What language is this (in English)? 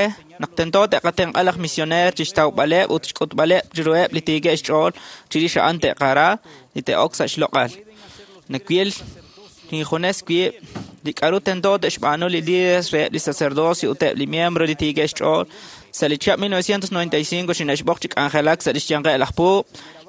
Kekchí